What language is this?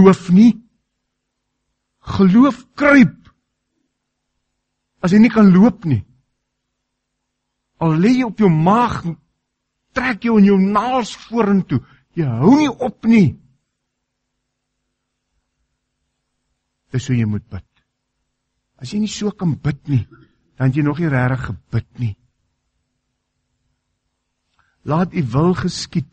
Afrikaans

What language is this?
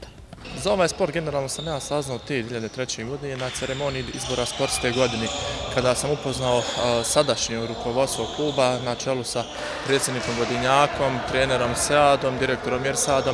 Bosnian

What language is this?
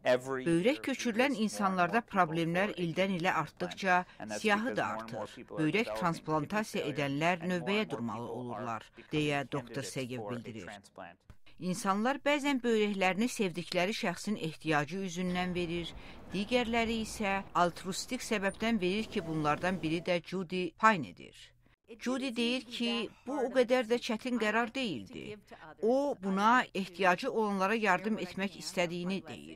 Azerbaijani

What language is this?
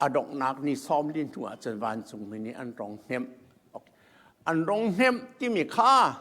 Hakha Chin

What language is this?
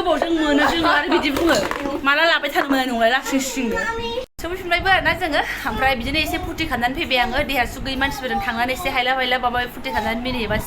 Bodo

